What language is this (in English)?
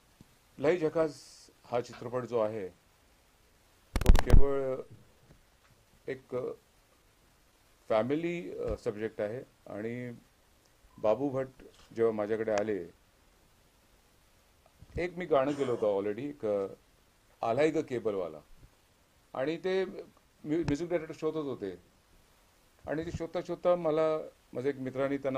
Marathi